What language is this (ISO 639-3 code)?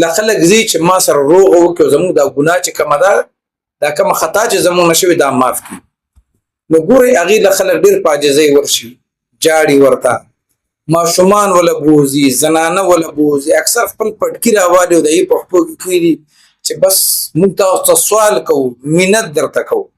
pus